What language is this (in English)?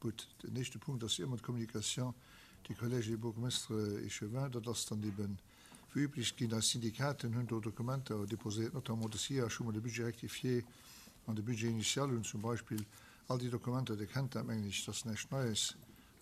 Luxembourgish